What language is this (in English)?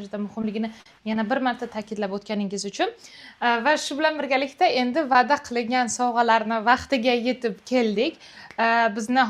Uzbek